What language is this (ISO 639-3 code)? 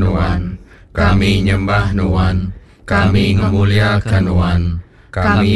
iba